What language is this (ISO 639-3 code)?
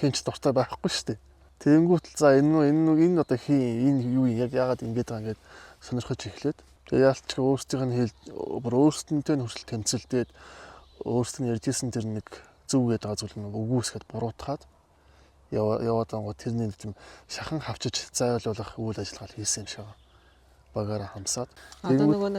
mon